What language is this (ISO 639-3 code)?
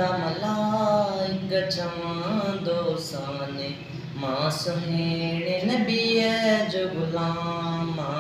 snd